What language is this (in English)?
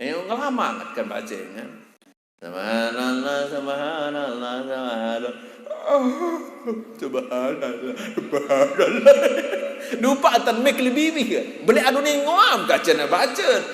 Sasak